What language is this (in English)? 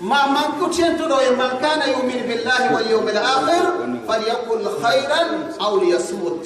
Gourmanchéma